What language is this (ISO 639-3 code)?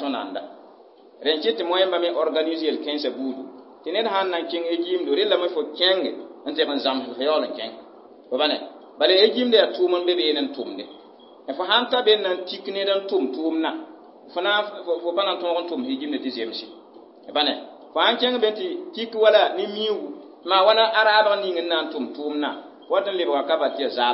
mos